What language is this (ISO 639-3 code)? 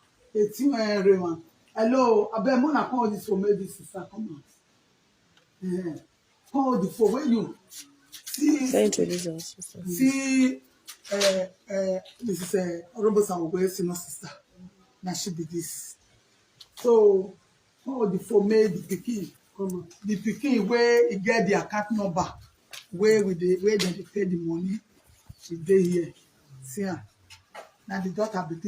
pcm